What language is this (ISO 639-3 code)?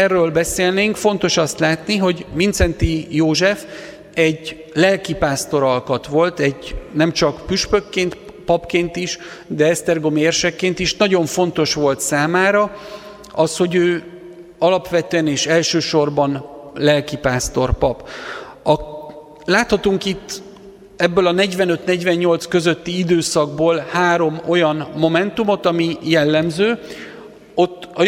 hun